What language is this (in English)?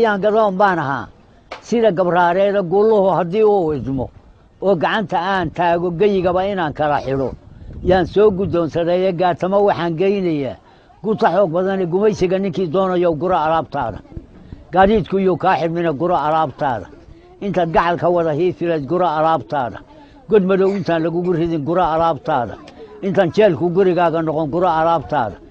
Somali